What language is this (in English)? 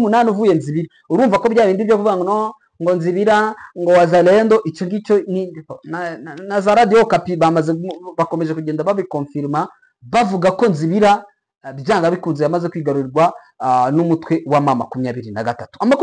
Kinyarwanda